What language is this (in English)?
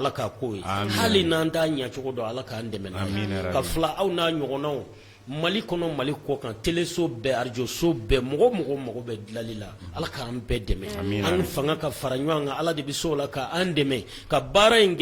Bambara